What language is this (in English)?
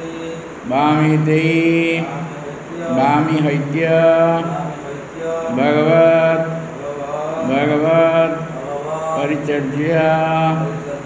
Odia